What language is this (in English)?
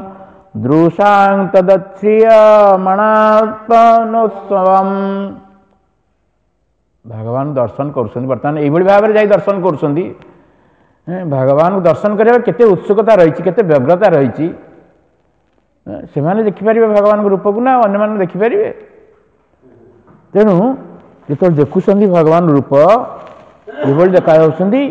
Odia